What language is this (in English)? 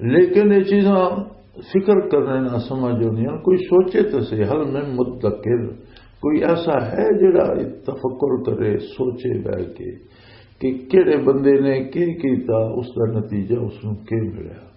Western Panjabi